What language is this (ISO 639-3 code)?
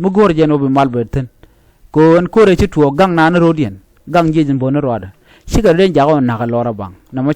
nus